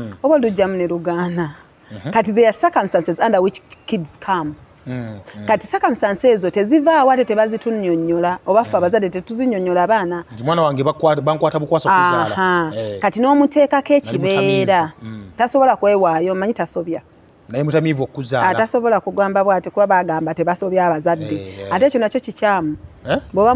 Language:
Ganda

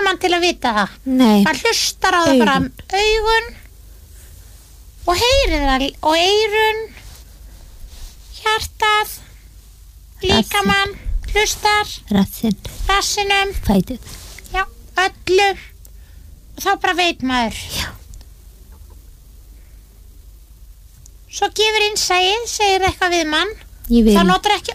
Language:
Icelandic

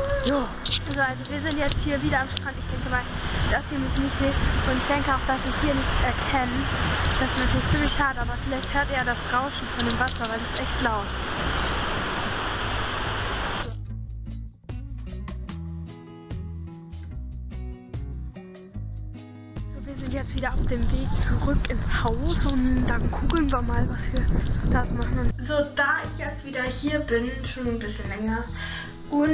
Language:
German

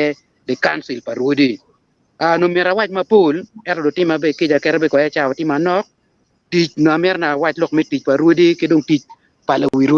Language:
Acoli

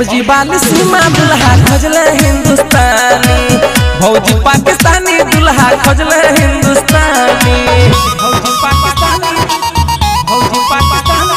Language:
Bhojpuri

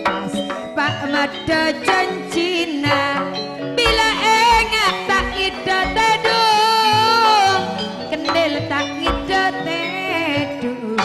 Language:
Madurese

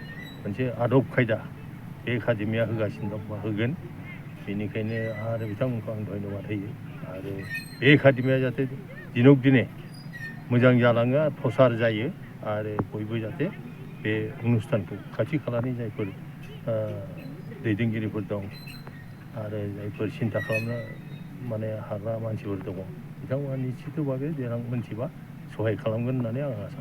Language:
Bodo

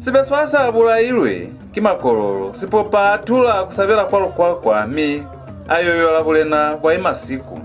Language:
Lozi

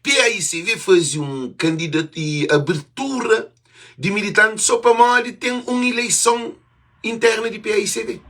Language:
Kabuverdianu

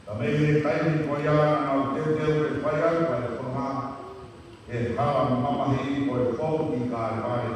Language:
Tongan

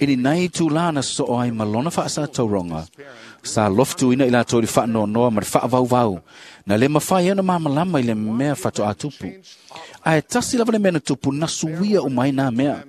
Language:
Samoan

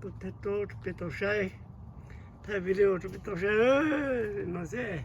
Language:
Hmong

